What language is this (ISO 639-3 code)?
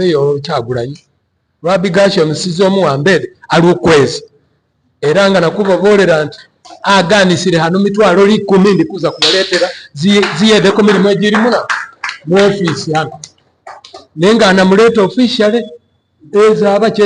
lug